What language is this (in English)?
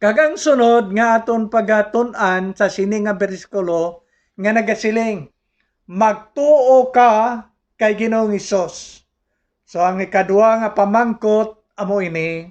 Hiligaynon